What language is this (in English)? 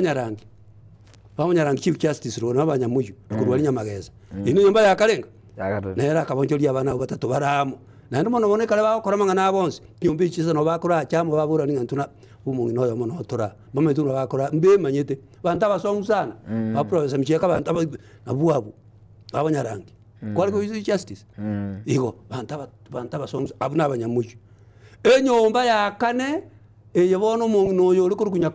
Gusii